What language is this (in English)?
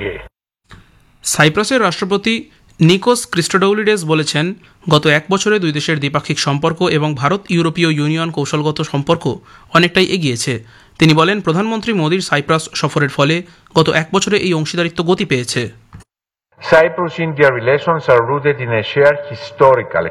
Bangla